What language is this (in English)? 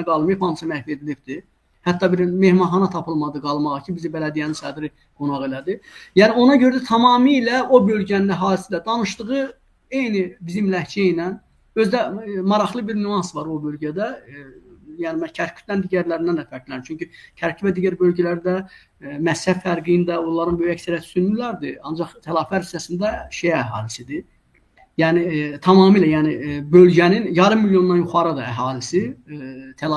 Azerbaijani